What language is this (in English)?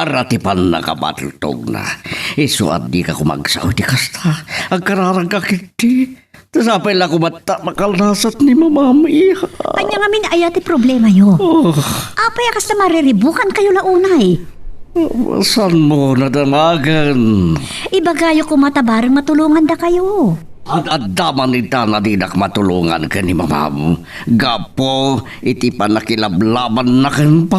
Iloko